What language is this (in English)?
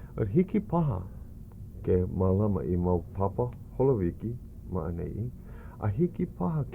Hawaiian